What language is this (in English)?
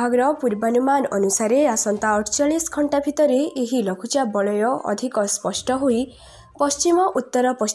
Odia